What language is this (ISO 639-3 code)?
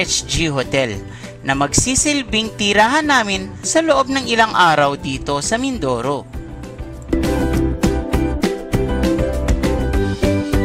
ceb